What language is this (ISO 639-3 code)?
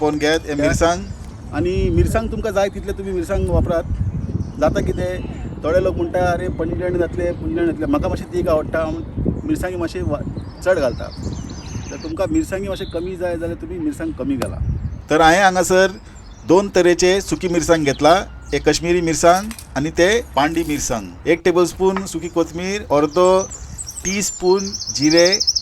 kok